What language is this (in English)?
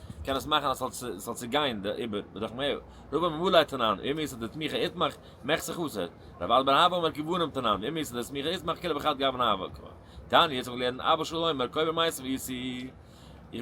Yiddish